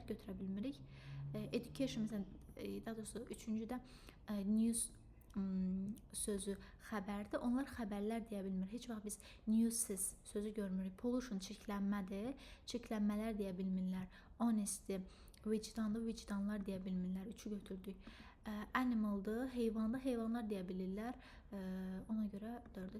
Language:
Azerbaijani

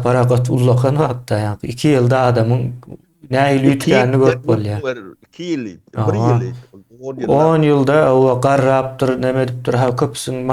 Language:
Turkmen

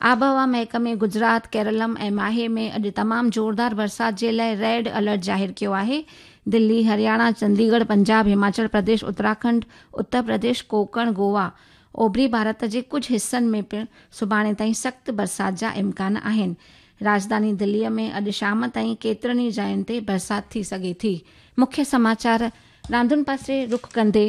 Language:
Sindhi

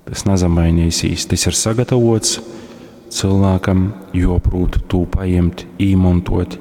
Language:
Latgalian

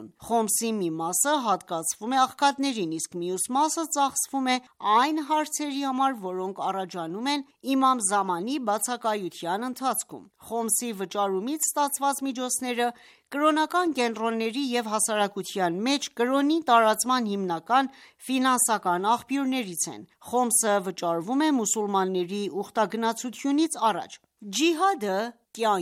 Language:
Armenian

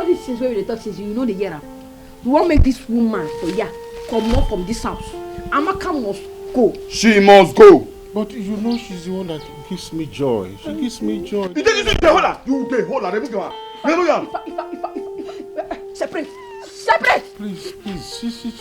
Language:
Nigerian Pidgin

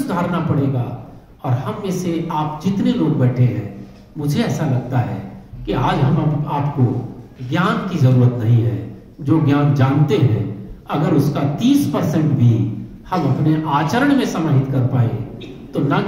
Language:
Hindi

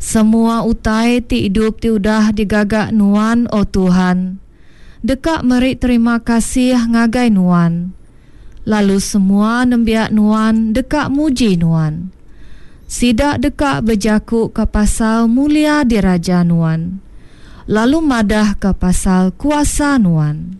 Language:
Iban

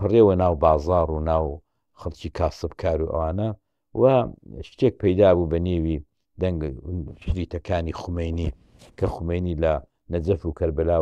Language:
Central Kurdish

